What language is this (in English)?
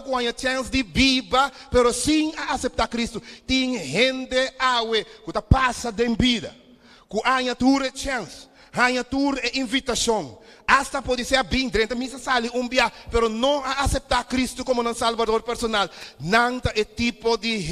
Papiamento